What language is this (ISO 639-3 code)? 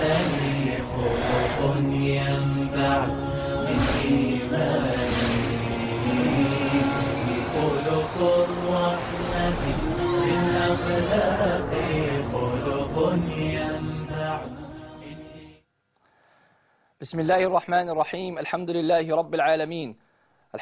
ara